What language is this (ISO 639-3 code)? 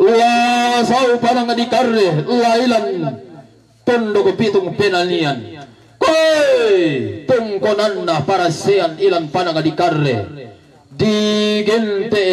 sda